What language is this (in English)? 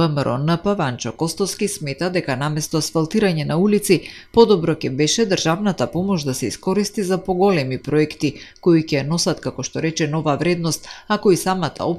Macedonian